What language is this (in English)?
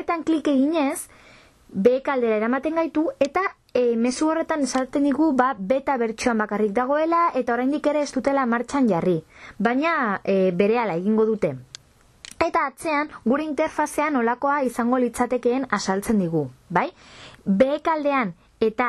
Basque